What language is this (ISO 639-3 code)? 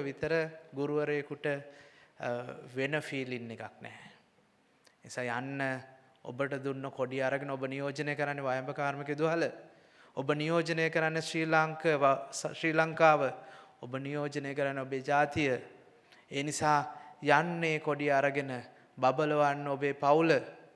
sin